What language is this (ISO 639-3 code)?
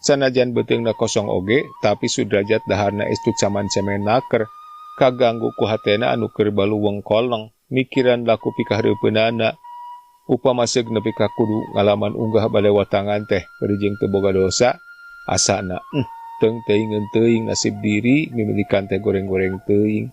sun